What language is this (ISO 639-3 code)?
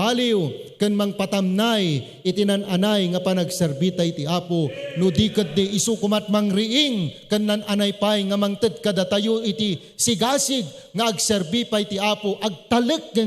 ilo